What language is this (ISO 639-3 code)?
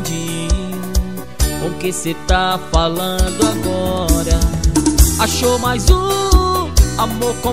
por